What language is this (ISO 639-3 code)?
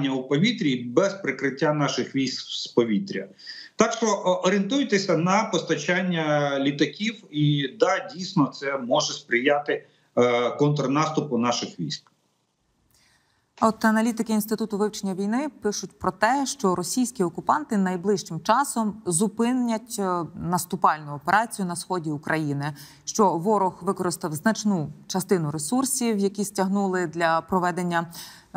ukr